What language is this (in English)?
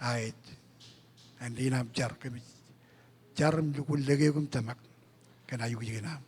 Marshallese